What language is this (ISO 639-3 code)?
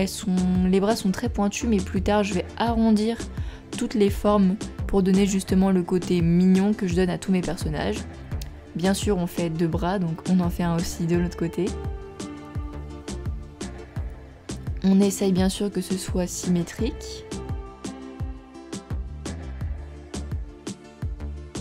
fra